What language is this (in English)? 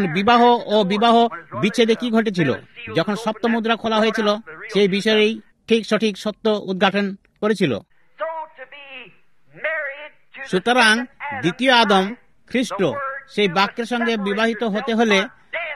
Bangla